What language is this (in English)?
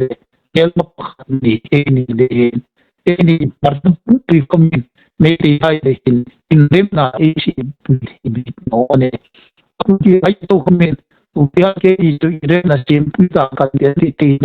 Hmar